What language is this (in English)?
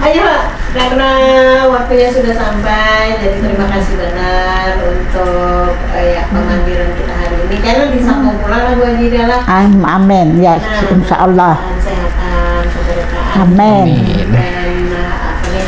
Banjar